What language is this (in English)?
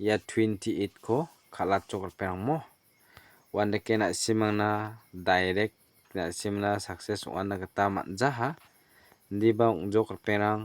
Garo